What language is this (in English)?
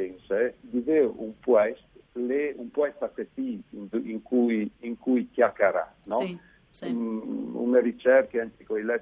Friulian